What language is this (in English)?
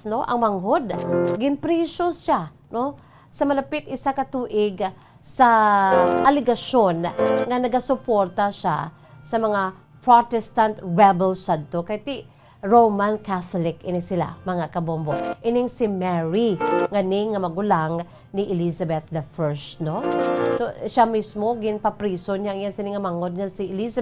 Hiligaynon